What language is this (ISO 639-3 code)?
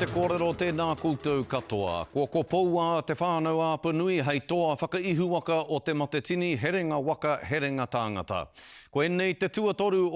mri